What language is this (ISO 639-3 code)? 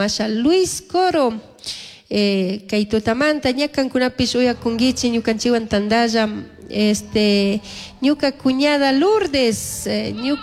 qug